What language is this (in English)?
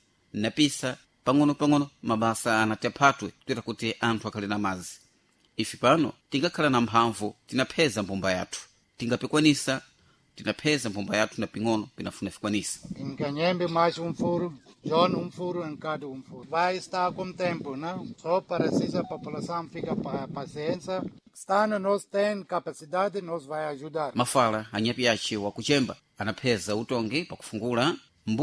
Sena